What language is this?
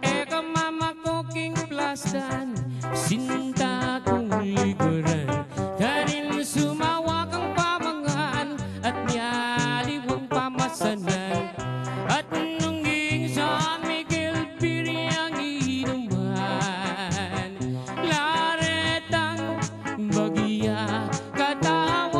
Pampanga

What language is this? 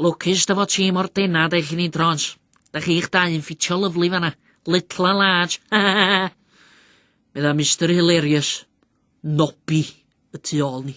Welsh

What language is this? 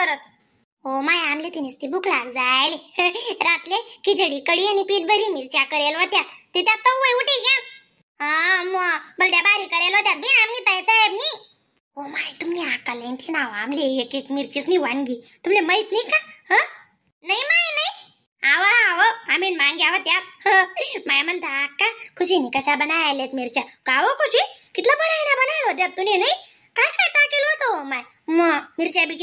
Khandesi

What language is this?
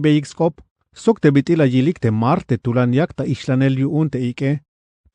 Tzeltal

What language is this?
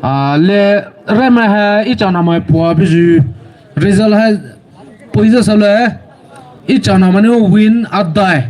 Poumei Naga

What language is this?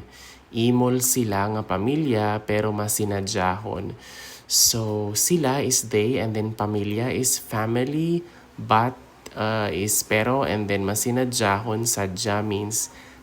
Hiligaynon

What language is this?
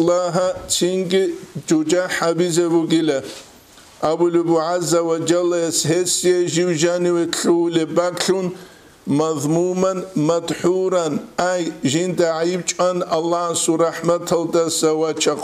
Avaric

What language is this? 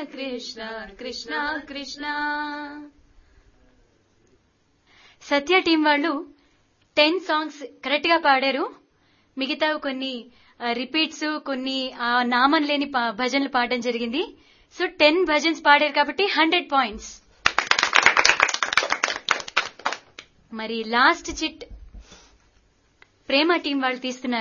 Telugu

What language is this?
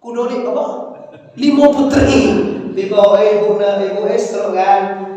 Minangkabau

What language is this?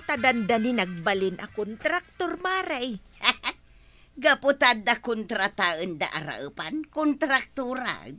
Iloko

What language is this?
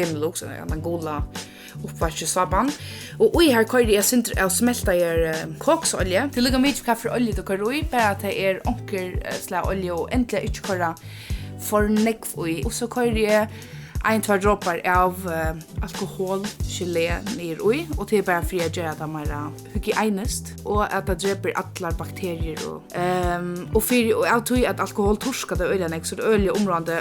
Faroese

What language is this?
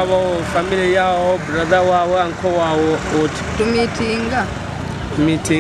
Nyoro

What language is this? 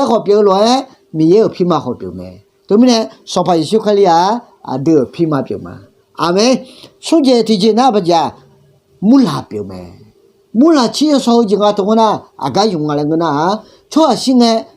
Akha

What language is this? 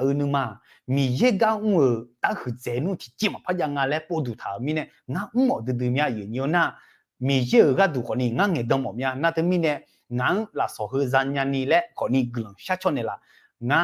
Akha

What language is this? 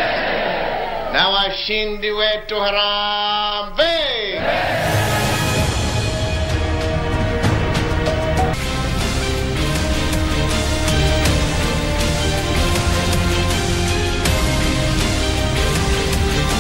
Swahili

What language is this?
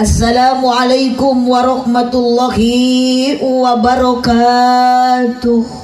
Sundanese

